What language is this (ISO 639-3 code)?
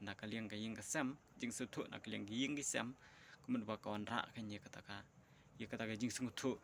kha